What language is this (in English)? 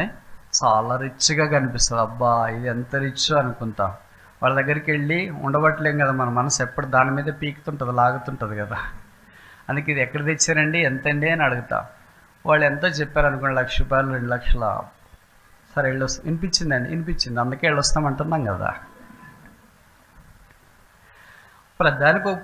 Telugu